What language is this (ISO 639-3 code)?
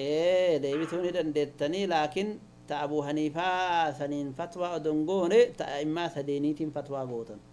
orm